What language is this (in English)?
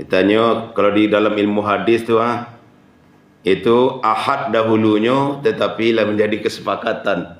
Minangkabau